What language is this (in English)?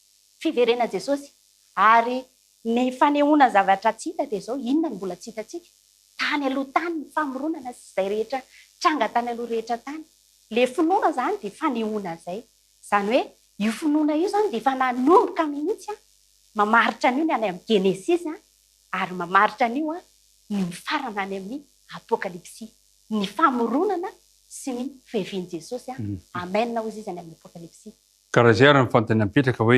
Malagasy